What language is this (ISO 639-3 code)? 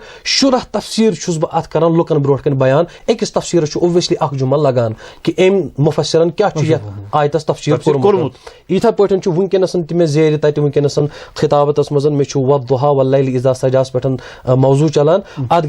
kas